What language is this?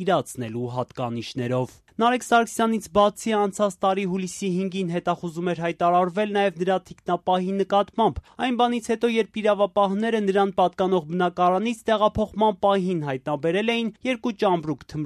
Armenian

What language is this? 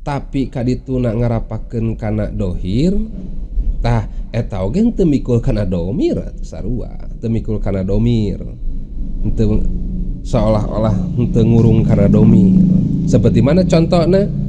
Sundanese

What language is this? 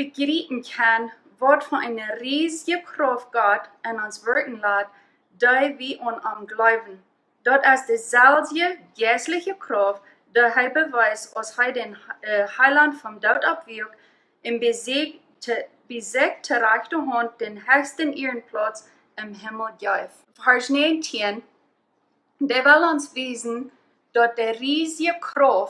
Plautdietsch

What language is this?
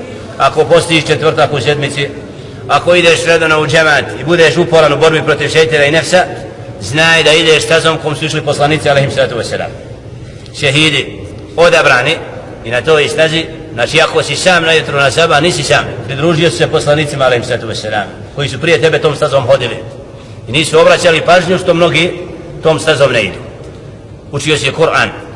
Bosnian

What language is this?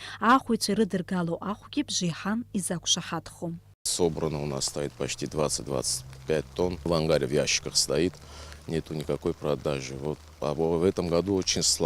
Abkhazian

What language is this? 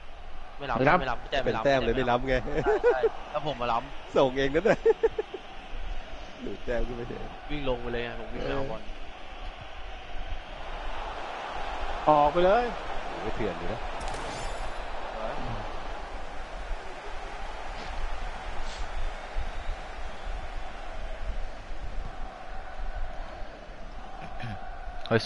Thai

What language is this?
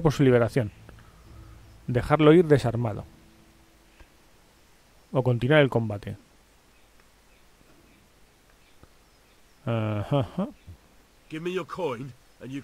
Spanish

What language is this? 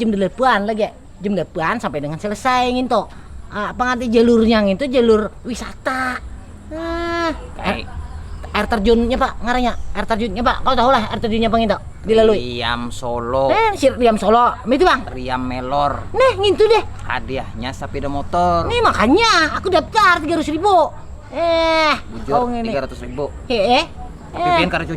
Banjar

